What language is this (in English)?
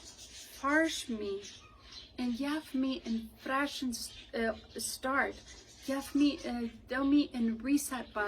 Plautdietsch